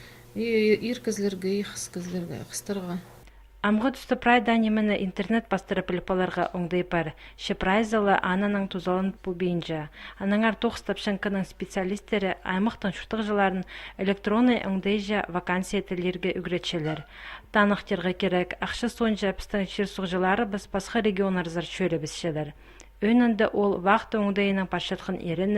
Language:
Khakas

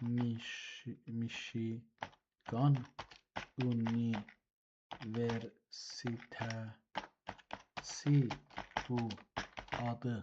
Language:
South Azerbaijani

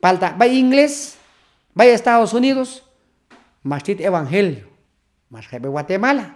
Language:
Q'anjob'al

